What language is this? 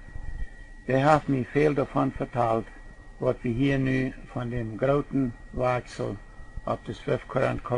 Plautdietsch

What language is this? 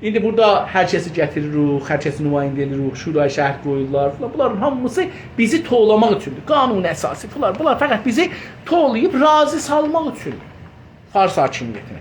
South Azerbaijani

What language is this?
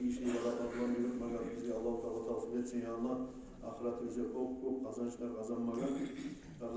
Kumyk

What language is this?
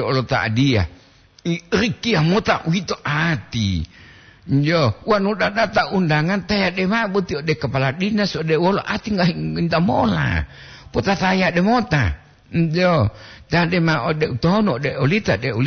Gorontalo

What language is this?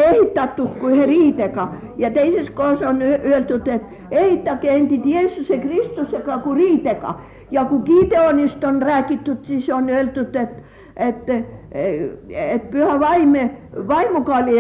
Estonian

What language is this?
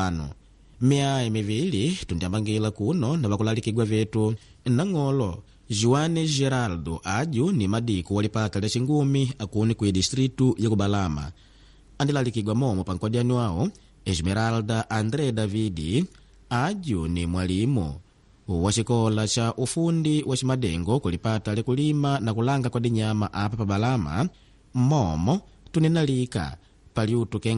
Makonde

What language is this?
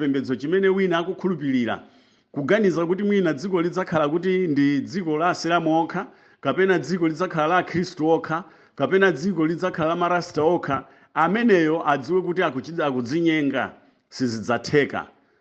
Nyanja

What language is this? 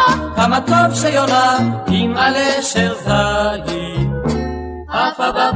Hebrew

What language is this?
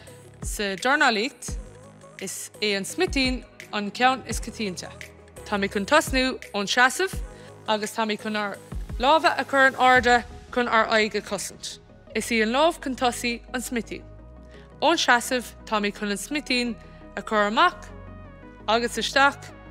Irish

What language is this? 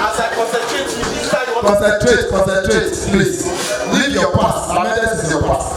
Nigerian Pidgin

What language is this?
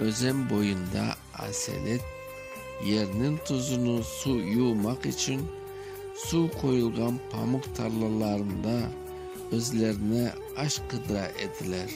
Crimean Tatar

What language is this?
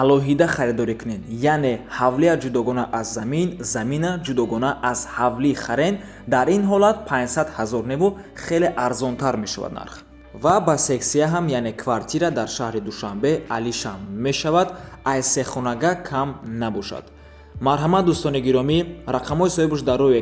Tajik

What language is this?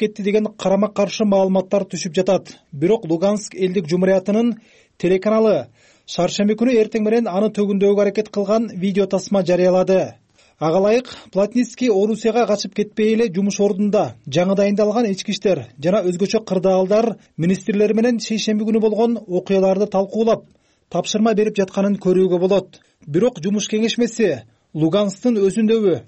Kyrgyz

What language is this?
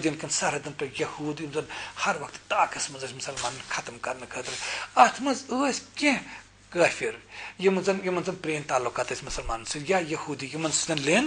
Kashmiri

